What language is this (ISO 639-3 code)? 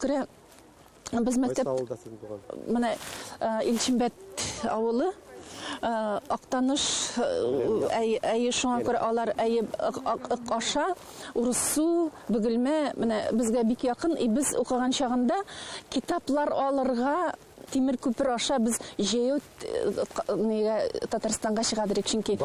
tat